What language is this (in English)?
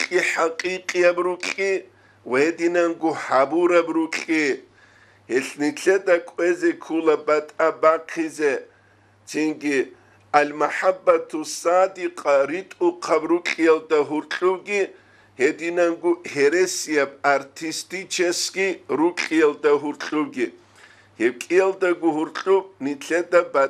Avaric